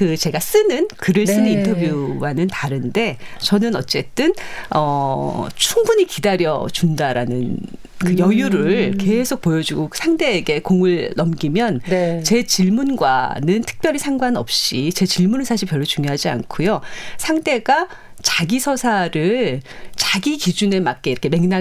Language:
Korean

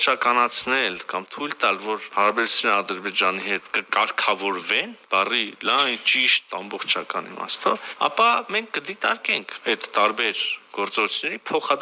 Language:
Armenian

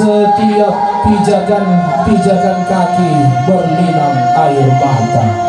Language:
Toraja-Sa'dan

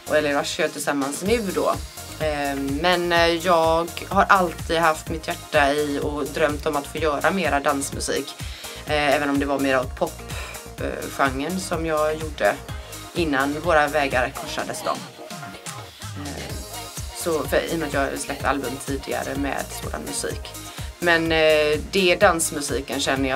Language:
Swedish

